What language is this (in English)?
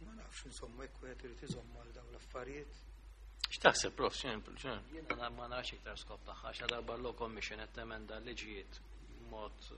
Maltese